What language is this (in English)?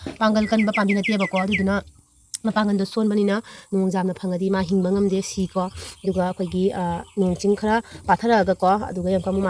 Manipuri